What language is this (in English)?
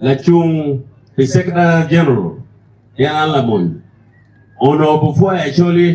Acoli